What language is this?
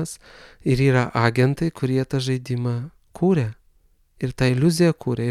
Lithuanian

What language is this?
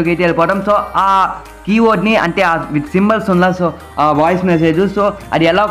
Telugu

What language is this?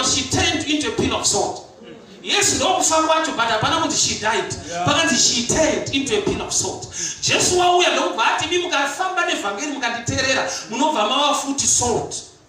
Shona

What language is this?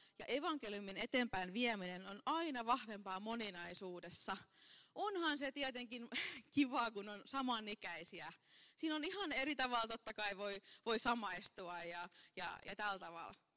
Finnish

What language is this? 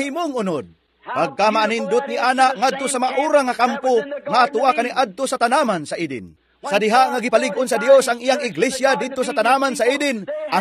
Cebuano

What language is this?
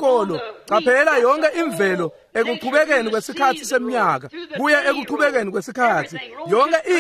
Swati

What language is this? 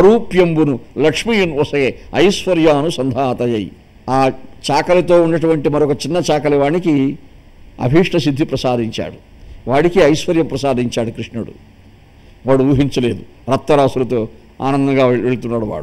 Telugu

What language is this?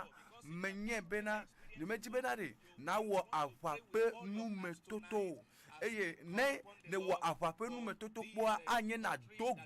Ewe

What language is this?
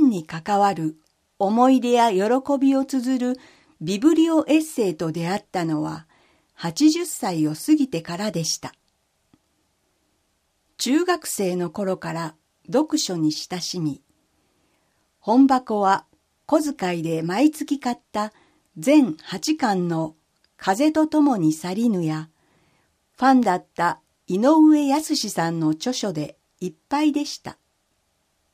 Japanese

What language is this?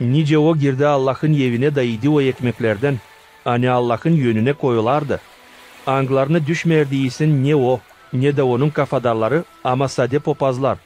Gagauz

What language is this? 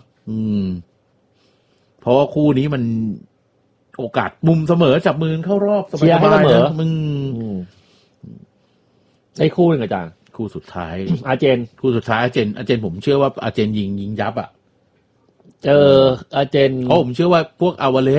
Thai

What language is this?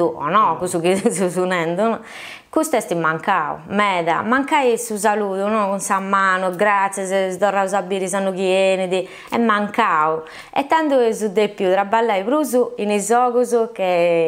Sardinian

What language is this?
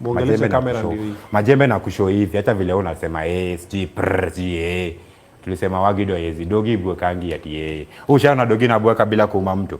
Swahili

